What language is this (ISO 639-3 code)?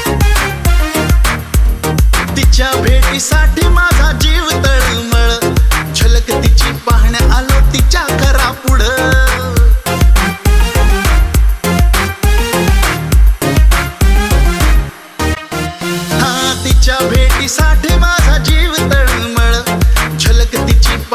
mar